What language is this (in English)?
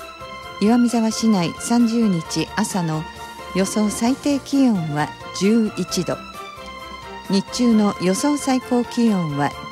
Japanese